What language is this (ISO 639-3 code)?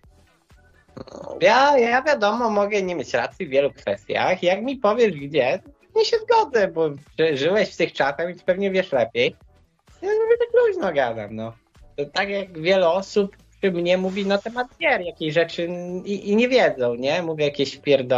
pol